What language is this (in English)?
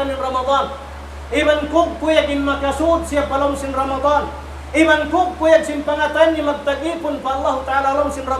Tausug